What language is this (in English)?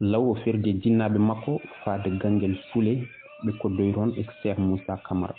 Fula